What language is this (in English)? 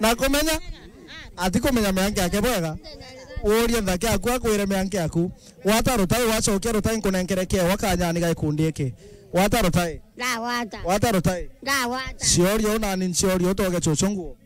Meru